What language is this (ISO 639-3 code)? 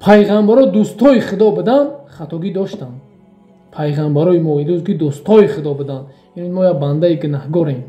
tgk